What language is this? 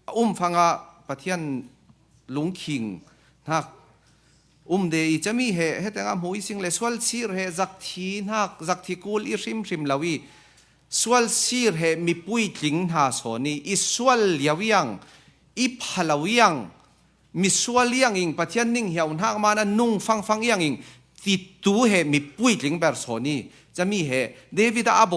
Falam Chin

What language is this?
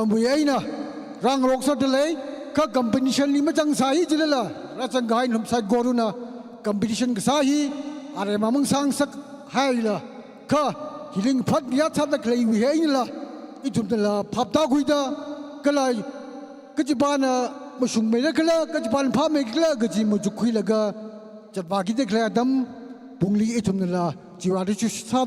Tangkhul Naga (India)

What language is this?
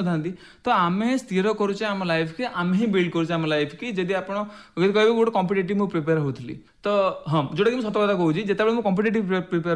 Odia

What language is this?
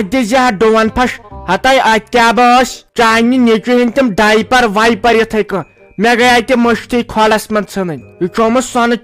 Kashmiri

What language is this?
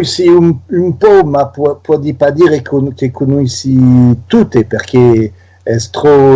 Occitan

